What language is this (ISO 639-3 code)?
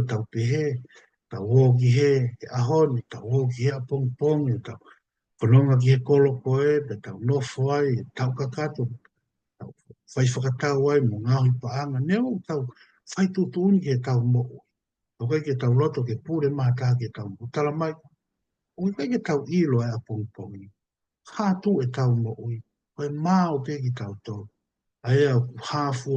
ton